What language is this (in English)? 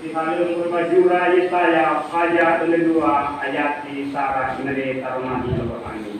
Nias